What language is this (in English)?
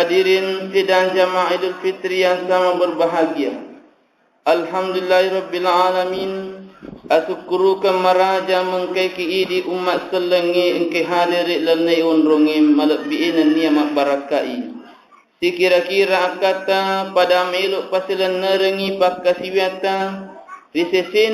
Buginese